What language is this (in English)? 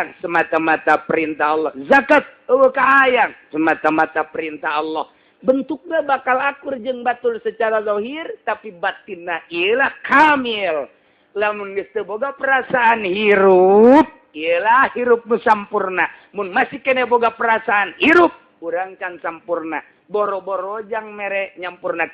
Sundanese